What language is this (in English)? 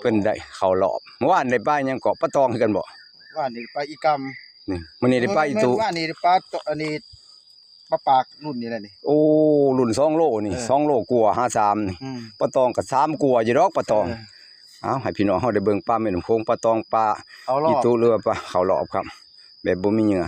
Northeastern Thai